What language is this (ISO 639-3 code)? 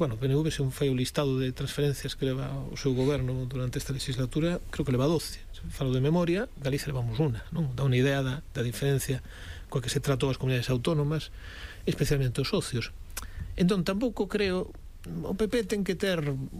glg